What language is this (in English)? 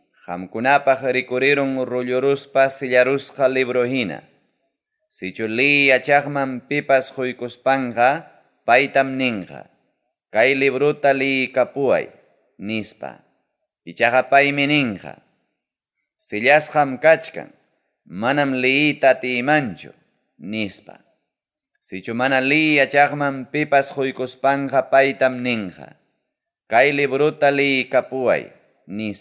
Ayacucho Quechua